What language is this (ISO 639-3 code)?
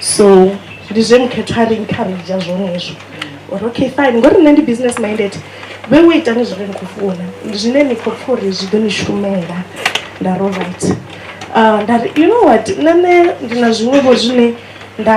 ven